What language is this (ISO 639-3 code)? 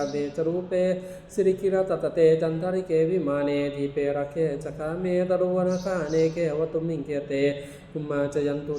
pli